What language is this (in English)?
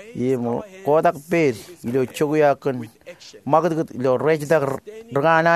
Marshallese